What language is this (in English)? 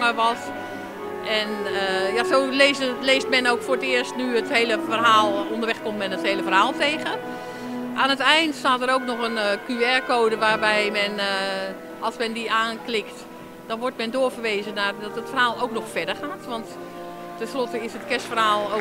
Dutch